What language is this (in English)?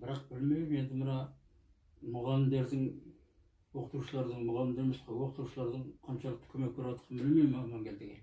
Kazakh